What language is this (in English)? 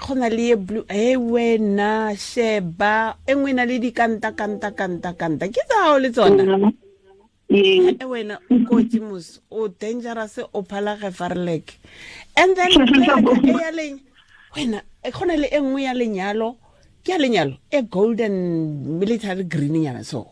Tswana